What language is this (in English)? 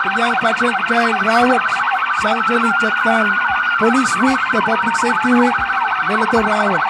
Pohnpeian